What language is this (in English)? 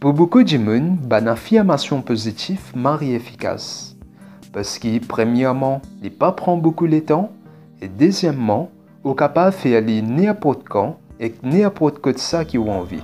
Morisyen